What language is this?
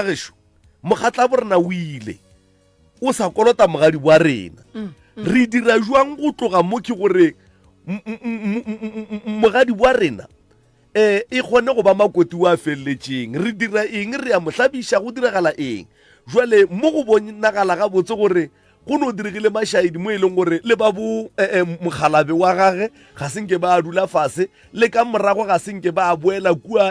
Northern Sotho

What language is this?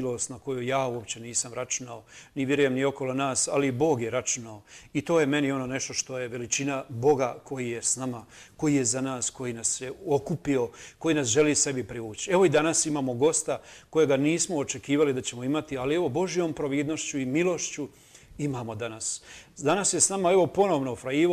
Croatian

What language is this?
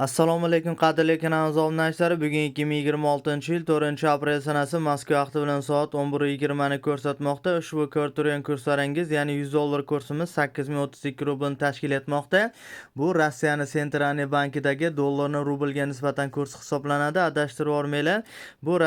Uzbek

